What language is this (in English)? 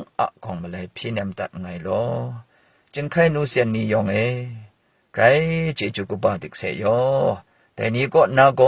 Kachin